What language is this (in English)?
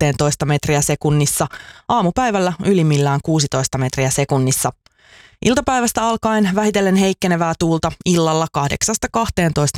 Finnish